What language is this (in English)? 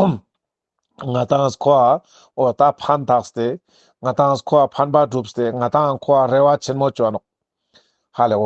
Ladakhi